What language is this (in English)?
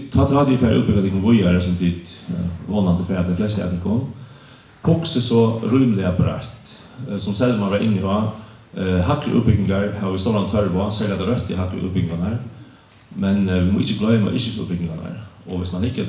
Faroese